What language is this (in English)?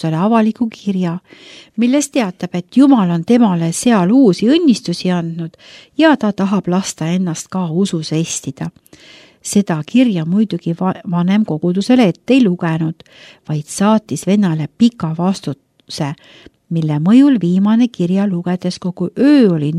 Estonian